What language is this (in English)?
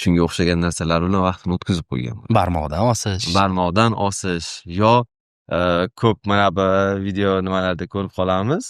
Uzbek